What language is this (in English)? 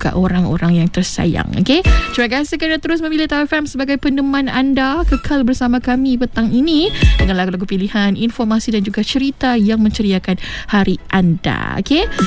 Malay